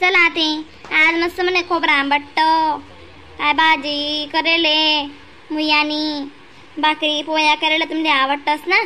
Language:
Khandesi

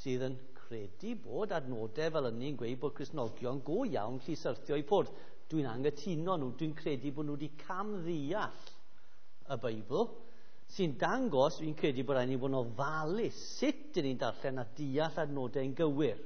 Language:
Welsh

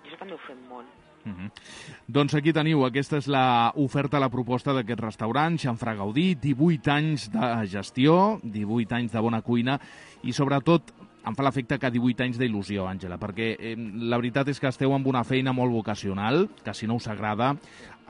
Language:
Catalan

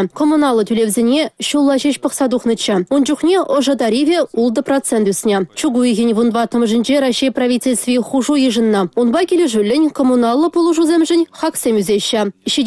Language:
Chuvash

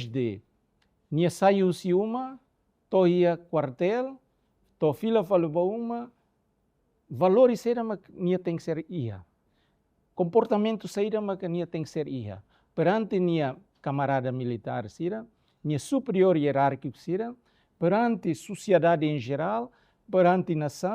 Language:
Tetum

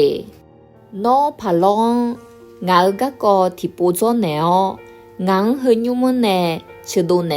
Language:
Akha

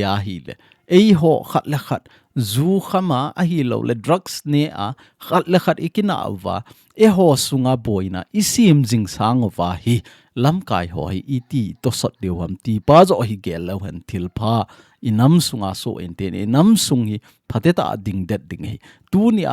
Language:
Thado Chin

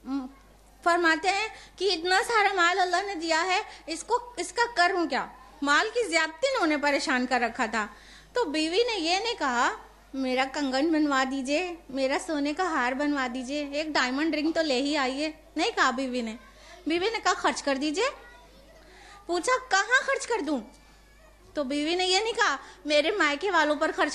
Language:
Urdu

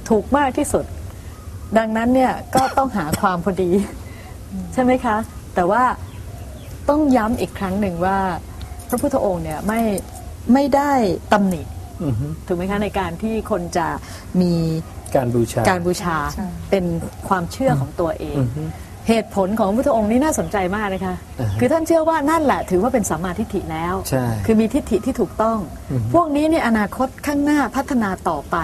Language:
Thai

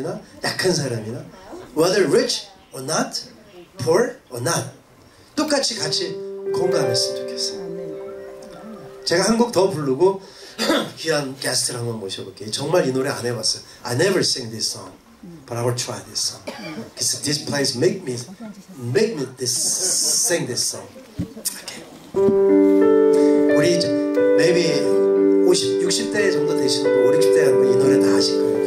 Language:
Korean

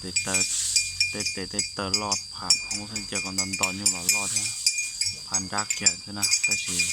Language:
Hmong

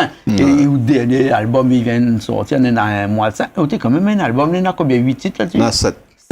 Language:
Réunion Creole French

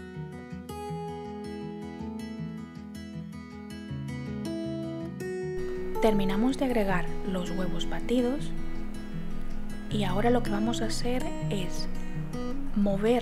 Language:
Spanish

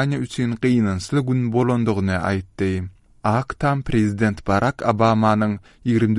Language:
Turkmen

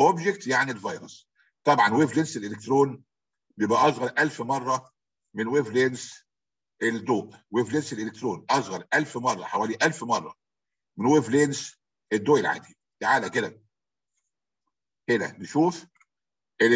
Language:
Egyptian Arabic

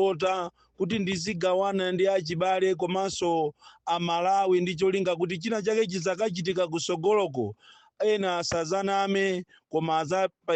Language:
Nyanja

